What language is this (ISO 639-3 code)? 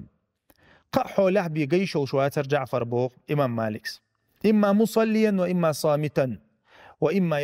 che